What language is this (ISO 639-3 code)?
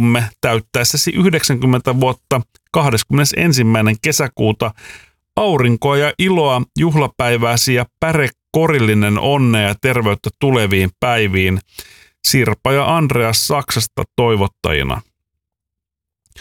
fin